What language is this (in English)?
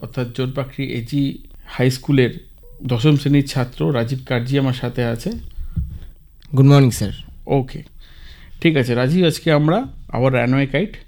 Bangla